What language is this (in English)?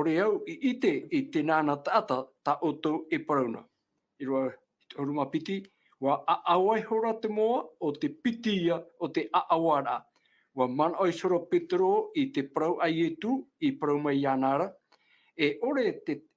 Tahitian